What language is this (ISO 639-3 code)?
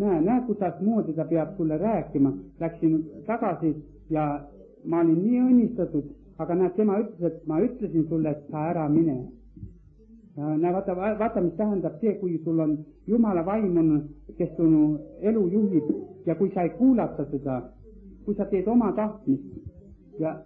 est